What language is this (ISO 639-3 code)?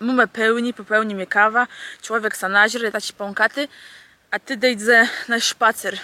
csb